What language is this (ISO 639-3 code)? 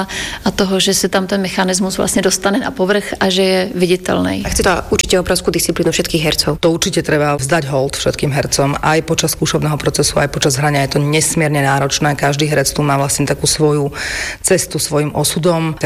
slk